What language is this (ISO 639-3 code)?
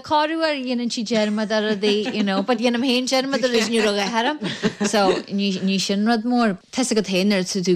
gle